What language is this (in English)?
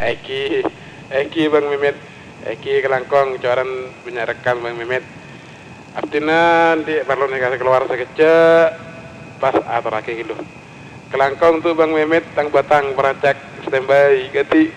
Madurese